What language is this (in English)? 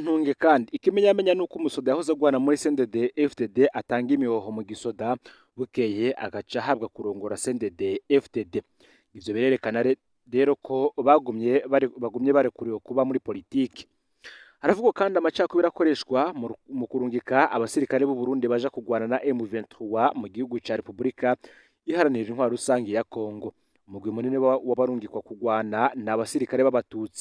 Rundi